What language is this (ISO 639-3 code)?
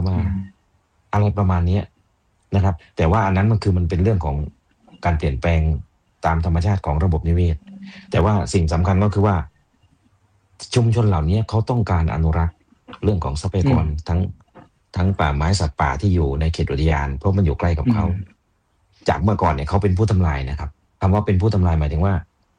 tha